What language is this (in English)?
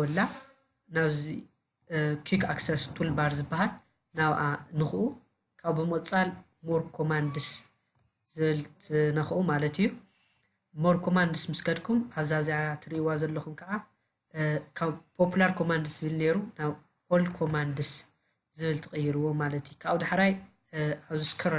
Tigrinya